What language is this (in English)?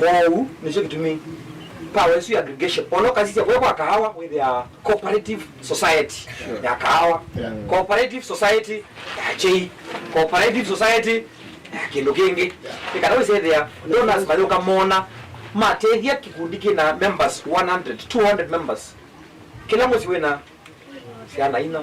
Kamba